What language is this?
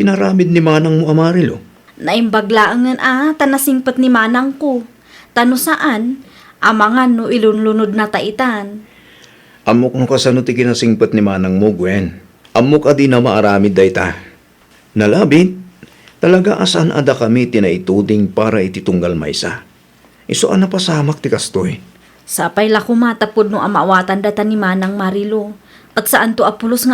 Iloko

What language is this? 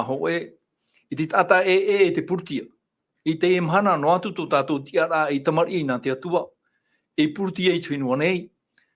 Tahitian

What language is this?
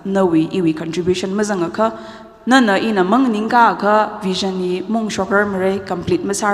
Tangkhul Naga (India)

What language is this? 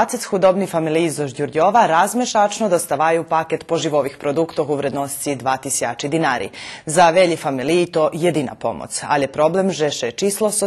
Rusyn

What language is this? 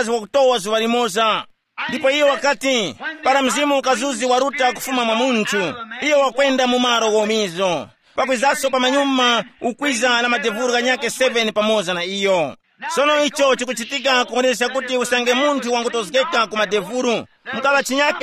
Tumbuka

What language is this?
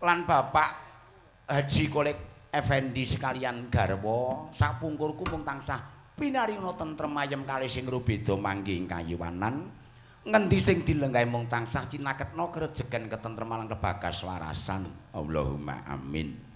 Javanese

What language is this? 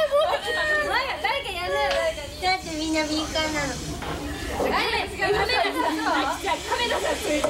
Japanese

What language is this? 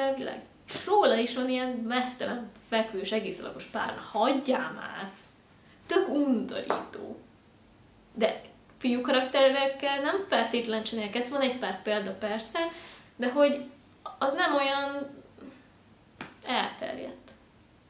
Hungarian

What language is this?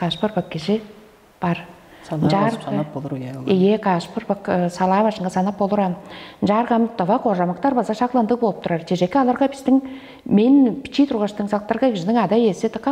Tuvinian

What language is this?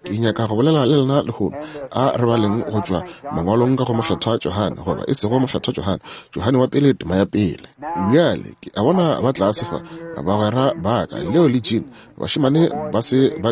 Northern Sotho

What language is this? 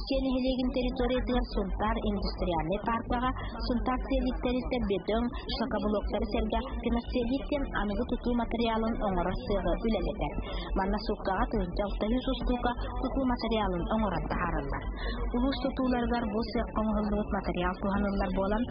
Yakut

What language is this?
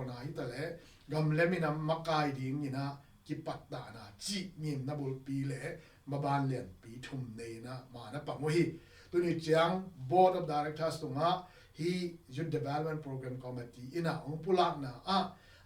Tedim Chin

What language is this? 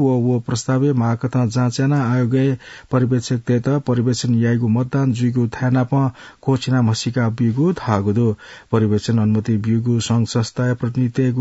Newari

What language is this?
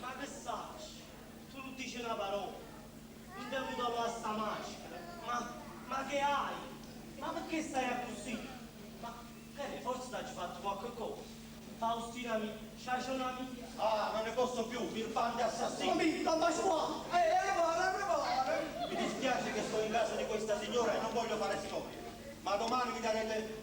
Neapolitan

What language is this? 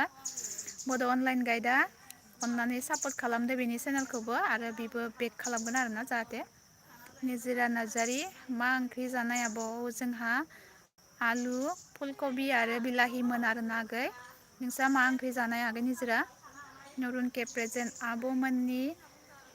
Bodo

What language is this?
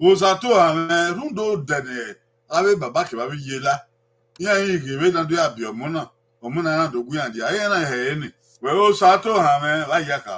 Bini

